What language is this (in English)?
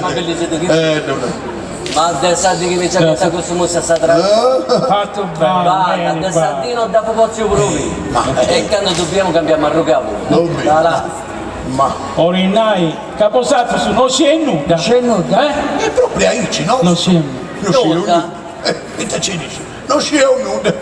Sardinian